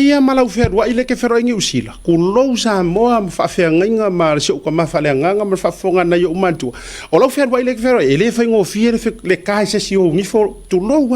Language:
Samoan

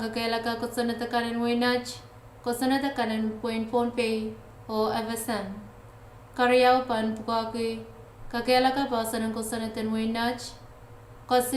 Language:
Pohnpeian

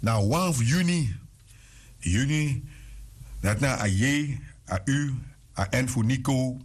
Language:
Sranan Tongo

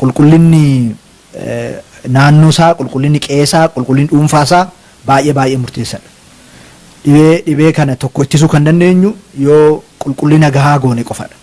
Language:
Oromo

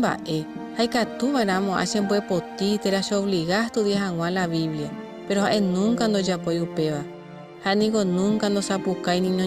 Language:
Guarani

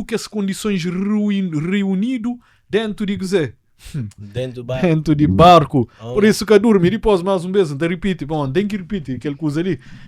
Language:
Kabuverdianu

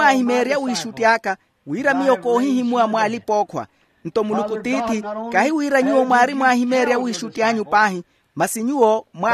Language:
Makhuwa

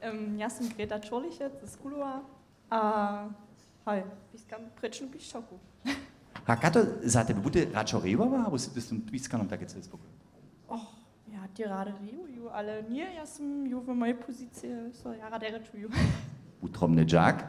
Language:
Upper Sorbian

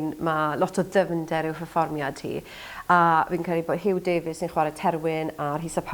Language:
Welsh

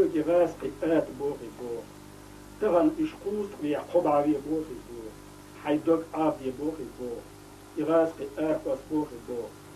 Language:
Chechen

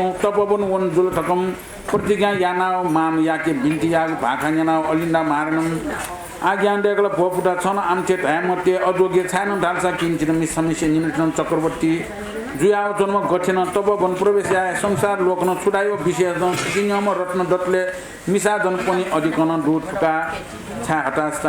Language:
Newari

